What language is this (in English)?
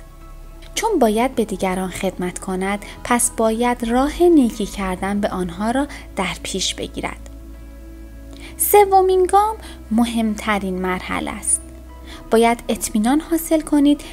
Persian